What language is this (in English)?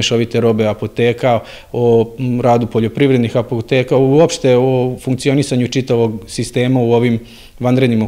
Serbian